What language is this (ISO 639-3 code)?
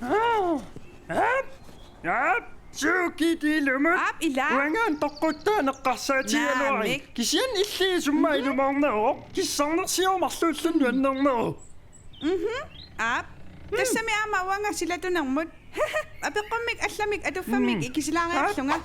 kal